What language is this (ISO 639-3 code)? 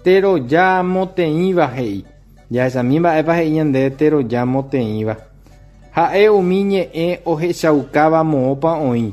grn